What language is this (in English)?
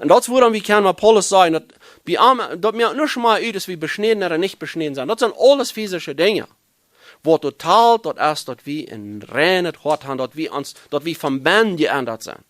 Plautdietsch